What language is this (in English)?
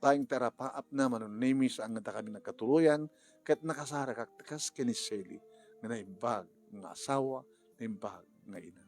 Iloko